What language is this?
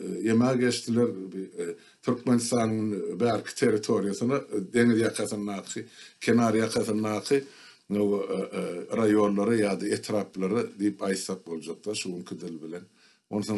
Turkmen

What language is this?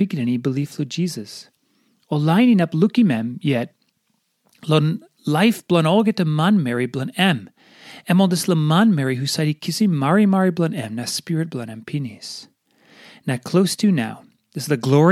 Tok Pisin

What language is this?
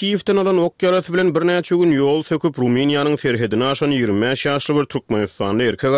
Turkmen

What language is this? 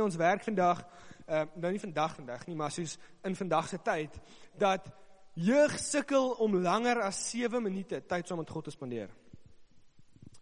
Afrikaans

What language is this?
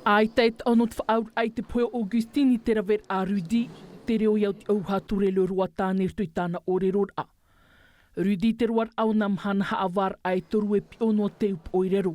Tahitian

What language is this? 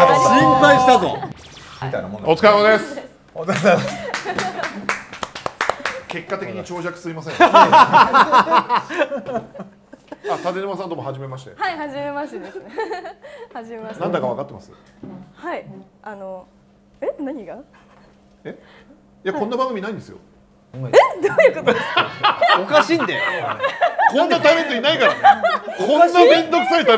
Japanese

